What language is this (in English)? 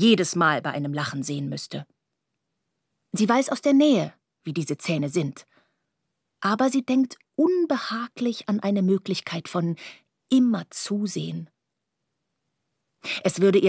German